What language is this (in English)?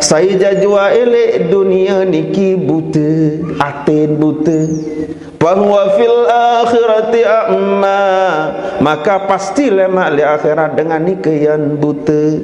Sasak